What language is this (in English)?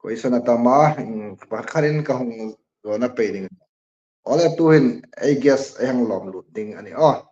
Hmar